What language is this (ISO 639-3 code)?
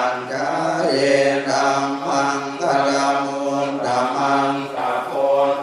pli